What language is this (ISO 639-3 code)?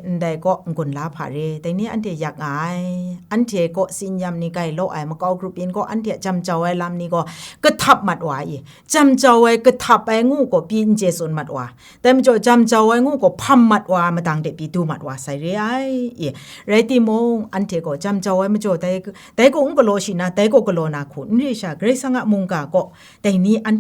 kac